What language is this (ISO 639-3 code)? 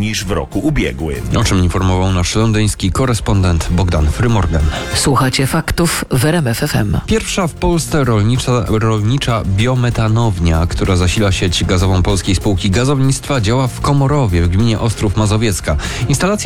pol